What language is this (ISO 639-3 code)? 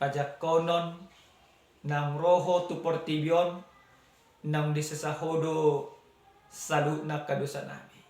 bbc